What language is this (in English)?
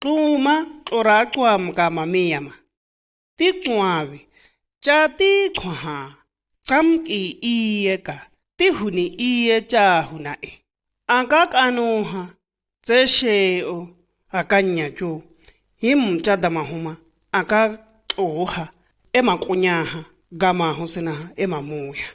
Shua